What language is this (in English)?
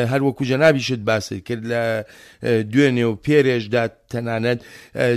Central Kurdish